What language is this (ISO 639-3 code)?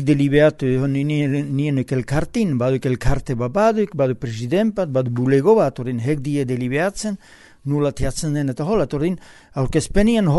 eus